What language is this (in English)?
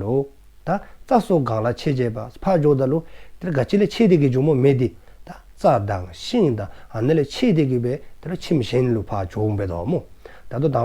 Dzongkha